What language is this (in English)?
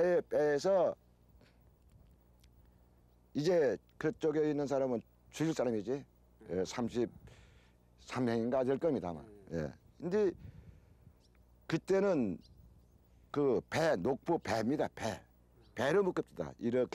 Korean